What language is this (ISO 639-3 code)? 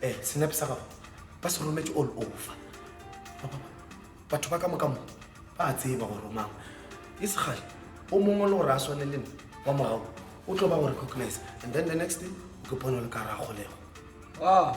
nso